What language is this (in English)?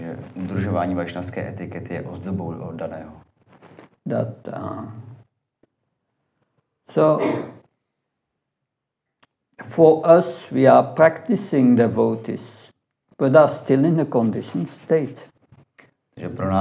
Czech